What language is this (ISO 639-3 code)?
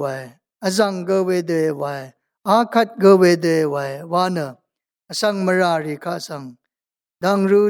raw